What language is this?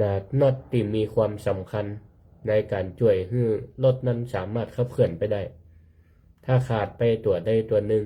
Northern Thai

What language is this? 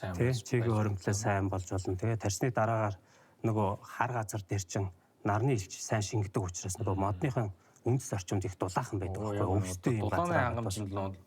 Mongolian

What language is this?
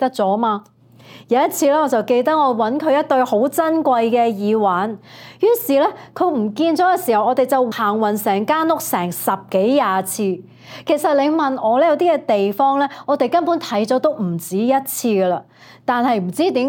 Cantonese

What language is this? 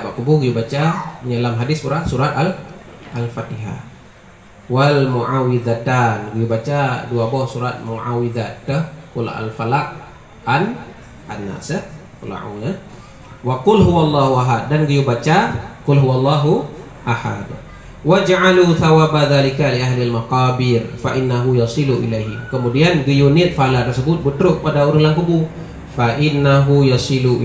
Achinese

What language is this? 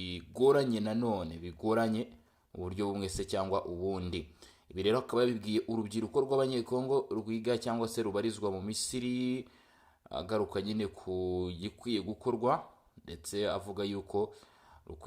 Kinyarwanda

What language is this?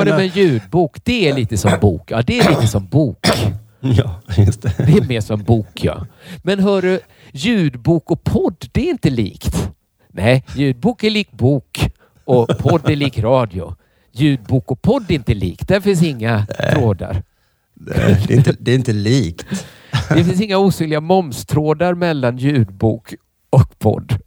Swedish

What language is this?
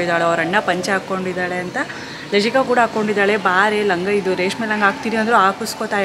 Kannada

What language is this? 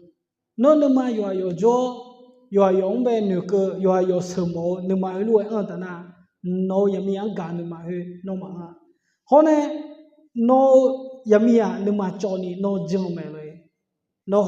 Akha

